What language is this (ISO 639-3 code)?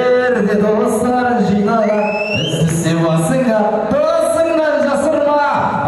kaz